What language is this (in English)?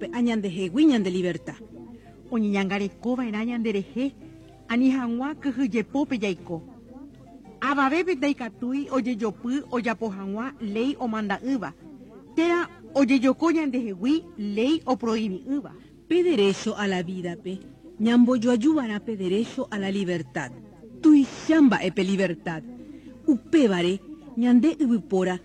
Guarani